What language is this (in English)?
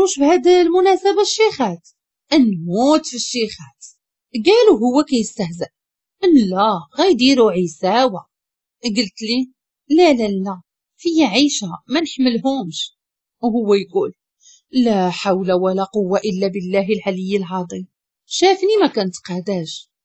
Moroccan Arabic